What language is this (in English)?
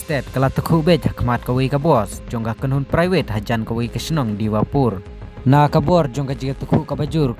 Khasi